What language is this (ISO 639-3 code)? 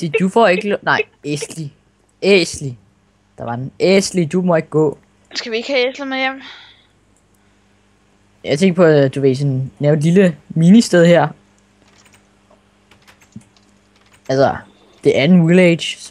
dan